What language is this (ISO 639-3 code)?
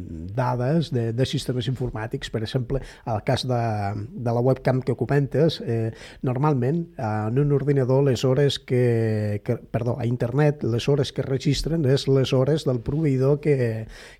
cat